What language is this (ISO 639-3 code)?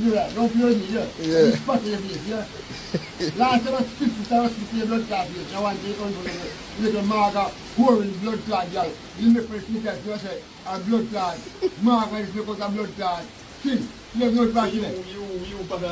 jam